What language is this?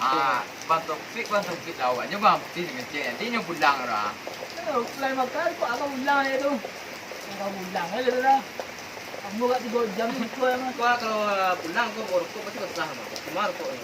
Minangkabau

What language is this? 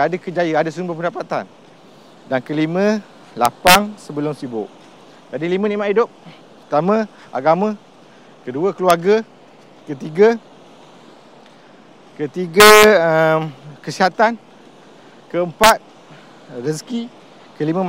Malay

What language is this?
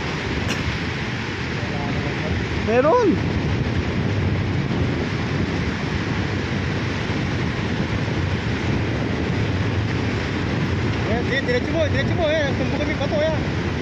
Filipino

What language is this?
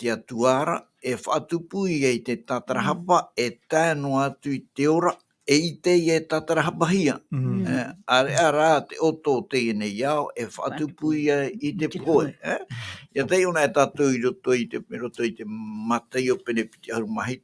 Tahitian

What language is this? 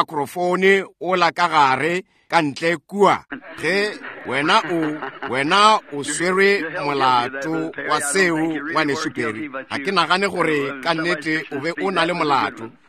Northern Sotho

